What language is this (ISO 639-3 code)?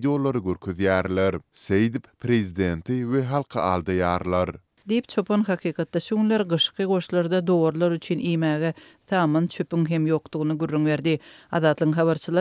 tuk